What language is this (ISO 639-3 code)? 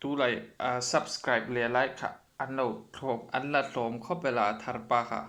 hmr